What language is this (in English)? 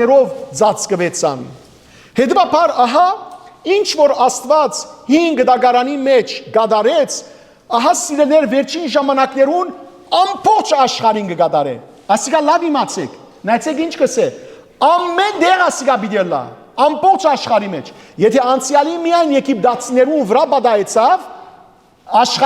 Western Armenian